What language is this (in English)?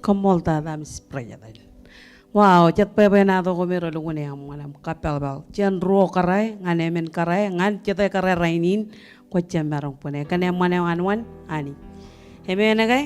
Marshallese